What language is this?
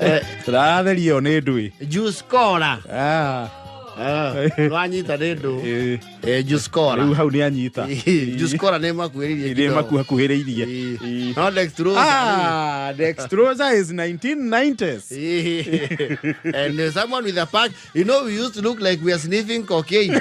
Kikuyu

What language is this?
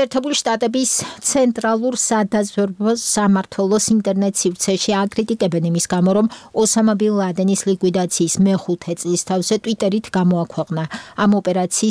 Georgian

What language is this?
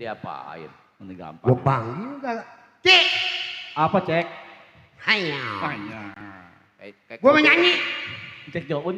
Betawi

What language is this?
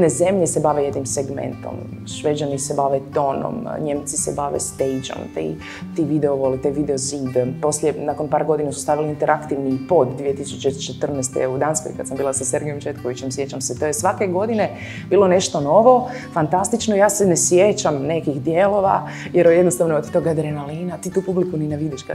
Croatian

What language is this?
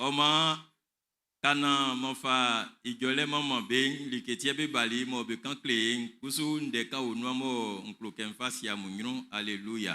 Baoulé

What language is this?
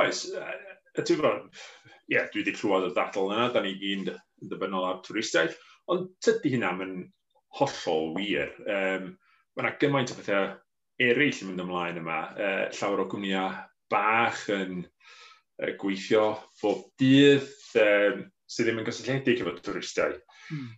Welsh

